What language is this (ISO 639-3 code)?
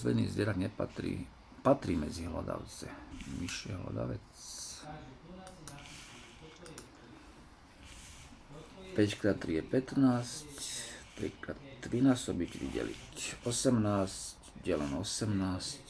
slk